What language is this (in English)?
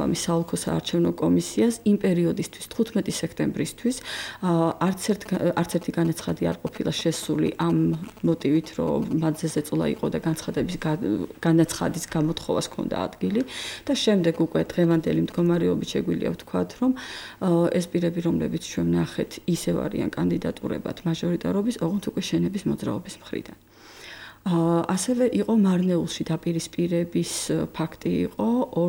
Georgian